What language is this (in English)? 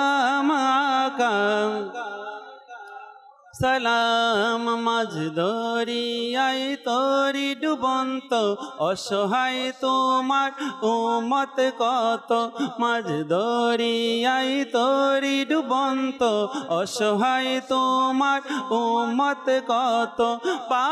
Bangla